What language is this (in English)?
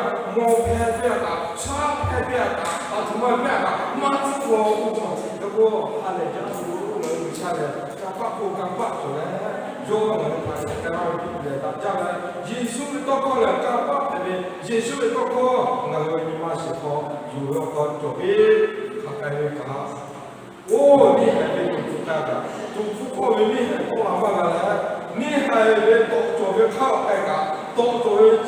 Lahu